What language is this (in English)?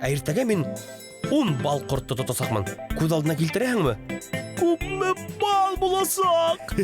Bashkir